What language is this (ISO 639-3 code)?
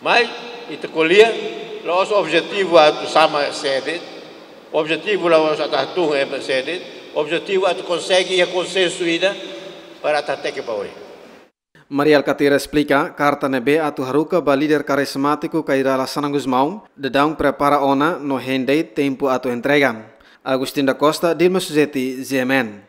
tet